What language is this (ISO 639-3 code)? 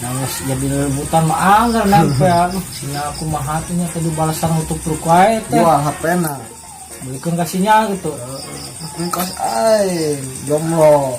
sun